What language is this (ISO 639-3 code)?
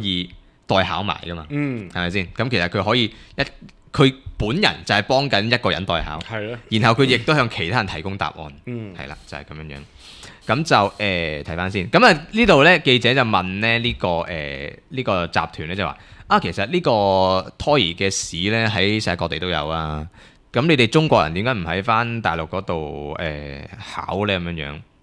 yue